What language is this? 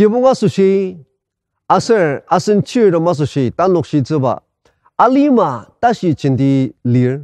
Ao Naga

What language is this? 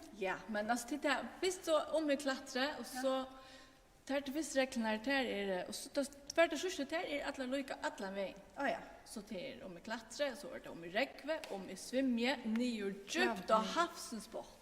Faroese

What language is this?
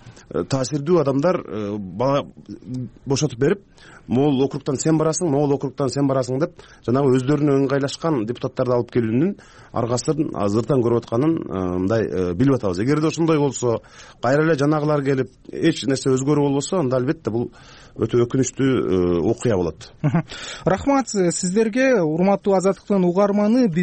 Kyrgyz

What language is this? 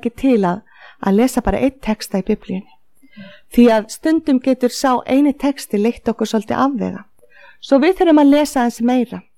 Icelandic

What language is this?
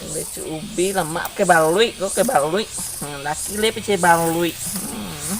Minangkabau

